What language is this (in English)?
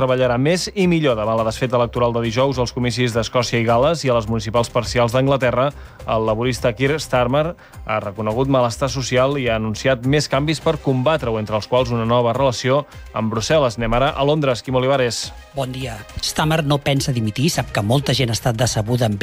Catalan